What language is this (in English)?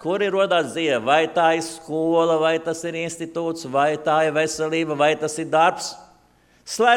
Latvian